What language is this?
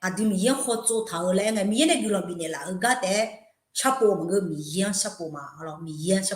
Akha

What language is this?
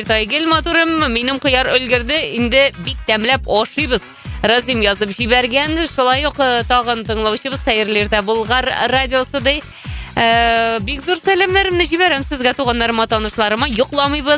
Tatar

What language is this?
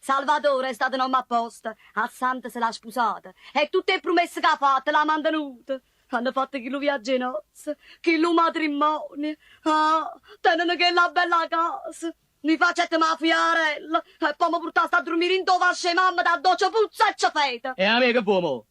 Neapolitan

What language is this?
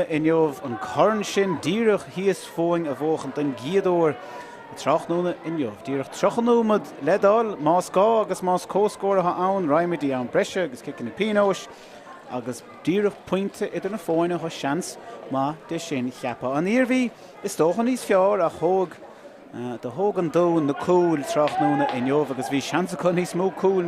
Irish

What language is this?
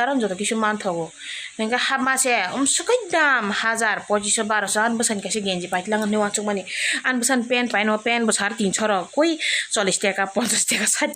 Kok Borok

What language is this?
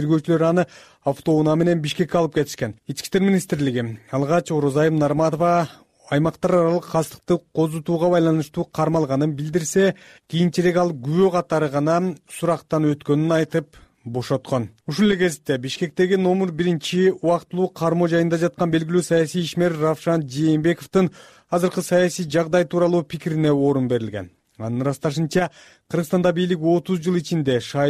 Kyrgyz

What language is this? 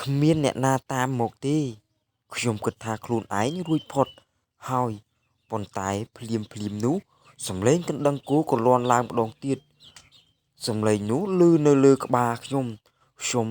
Khmer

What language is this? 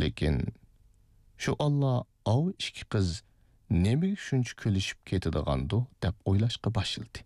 Uyghur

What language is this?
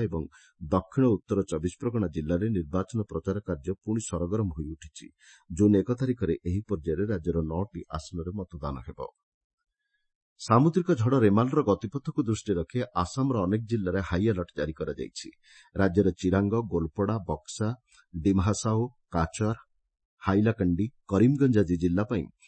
Odia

